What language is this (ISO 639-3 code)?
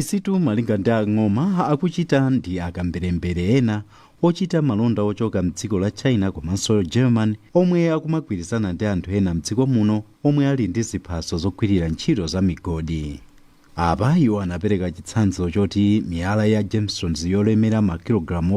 nya